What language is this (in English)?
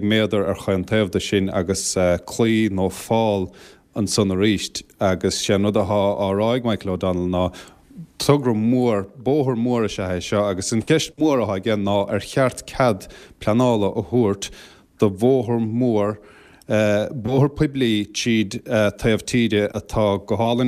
Irish